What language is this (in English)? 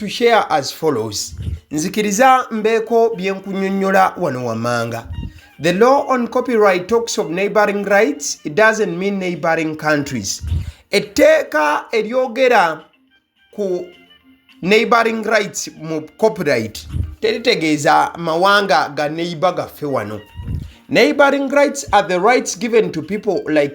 Ganda